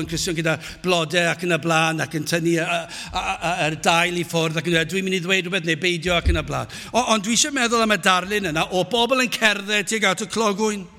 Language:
Welsh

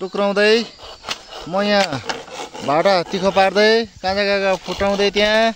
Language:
Nepali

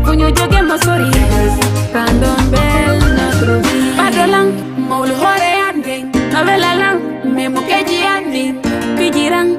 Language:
Fula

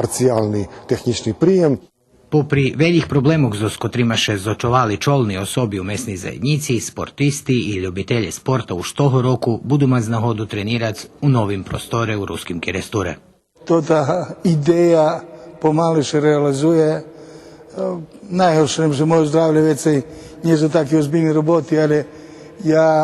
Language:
Rusyn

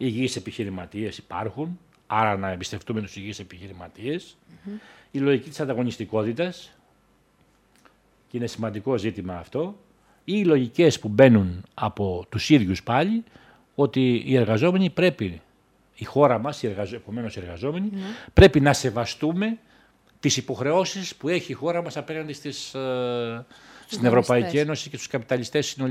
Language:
Greek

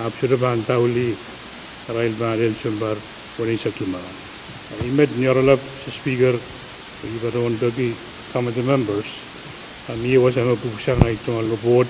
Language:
Pohnpeian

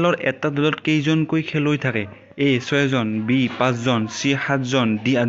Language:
Assamese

